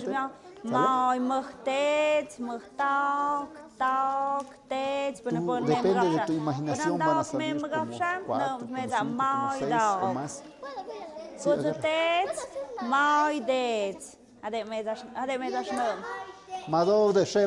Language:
Tlahuitoltepec Mixe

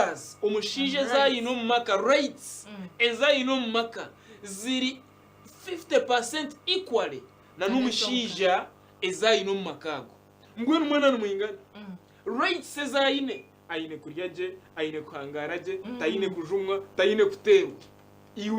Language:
Nyankole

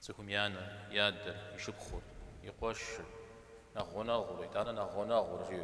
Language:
Kabardian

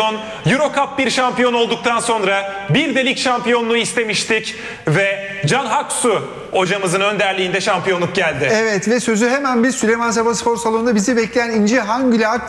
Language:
Turkish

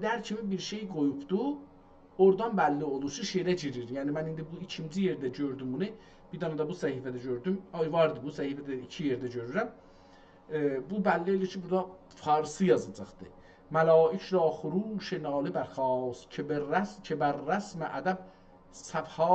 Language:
South Azerbaijani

